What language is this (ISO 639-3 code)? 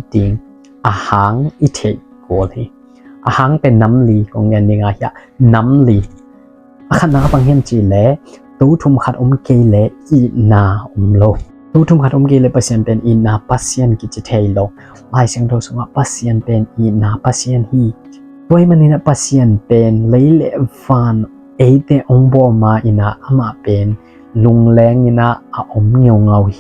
ctd